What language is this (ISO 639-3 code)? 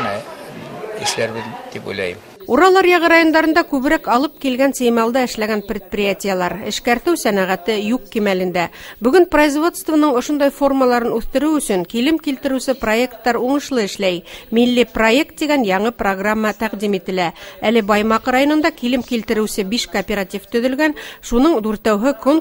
bak